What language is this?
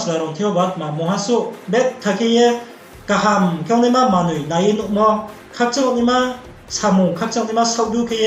Riang (India)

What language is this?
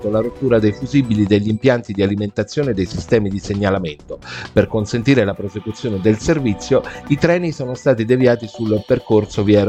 Italian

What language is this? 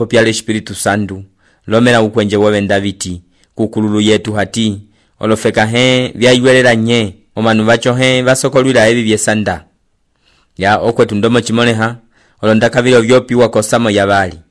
Umbundu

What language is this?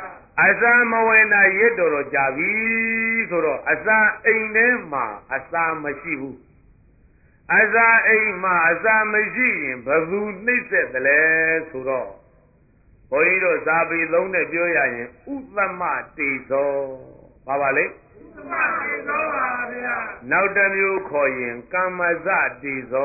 Burmese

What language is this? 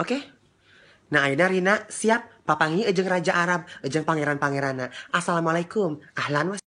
Sundanese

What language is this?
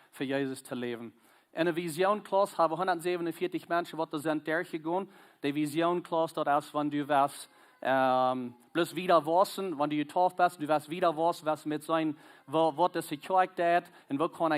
Plautdietsch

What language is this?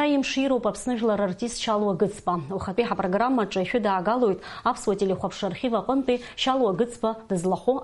Abkhazian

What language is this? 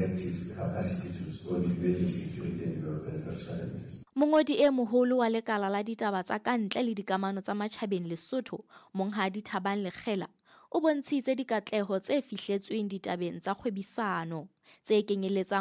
Southern Sotho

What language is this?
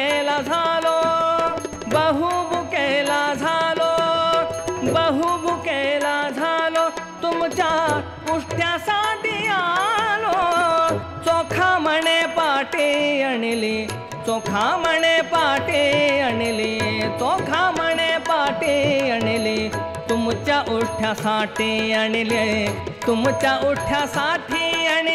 Marathi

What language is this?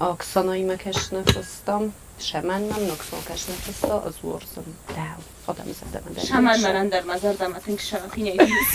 Ossetic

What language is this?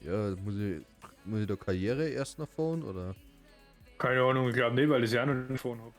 Bavarian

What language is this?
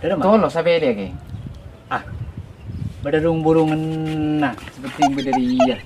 Madurese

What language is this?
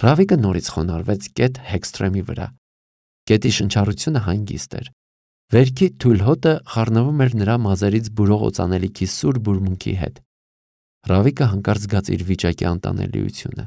Armenian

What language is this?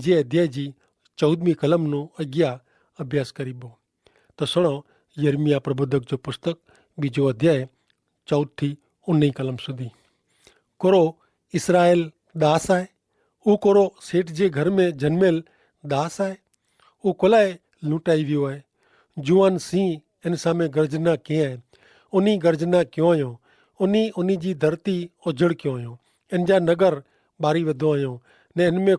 Kachhi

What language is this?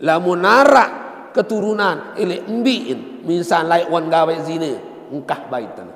Sasak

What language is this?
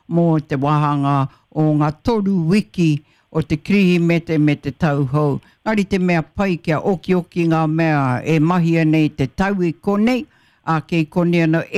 Māori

